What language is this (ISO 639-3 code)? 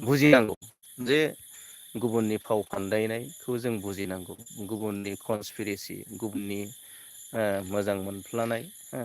brx